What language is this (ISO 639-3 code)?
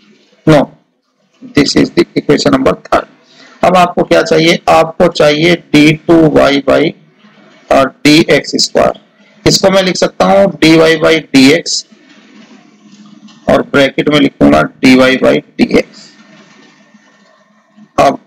hin